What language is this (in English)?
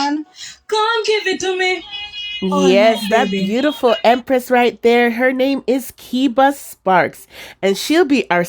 Jamaican Creole English